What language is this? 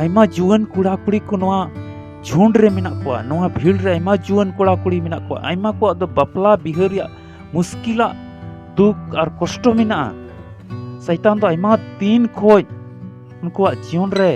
Santali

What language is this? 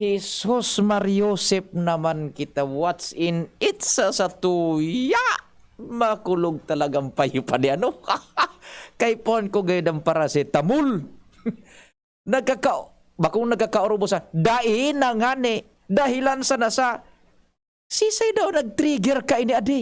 Bikol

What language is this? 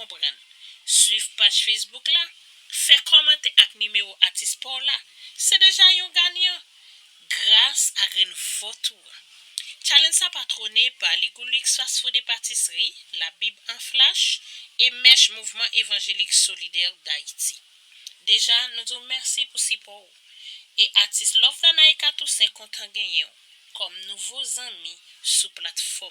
Haitian Creole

